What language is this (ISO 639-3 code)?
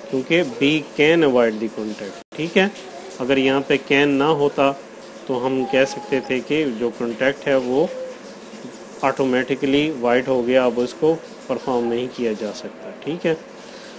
urd